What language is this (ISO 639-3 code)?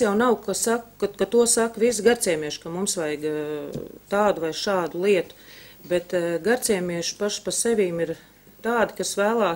lav